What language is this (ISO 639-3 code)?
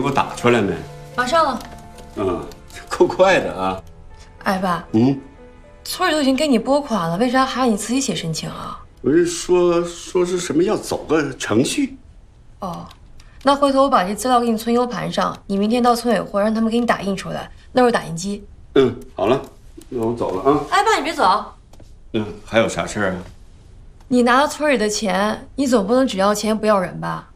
zho